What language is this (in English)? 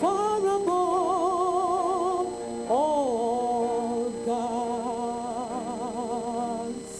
Ewe